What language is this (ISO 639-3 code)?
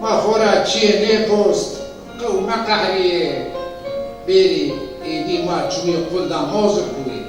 zza